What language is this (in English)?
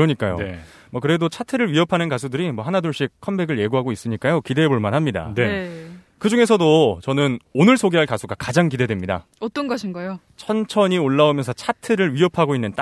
Korean